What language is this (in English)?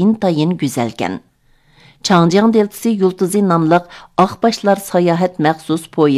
Uyghur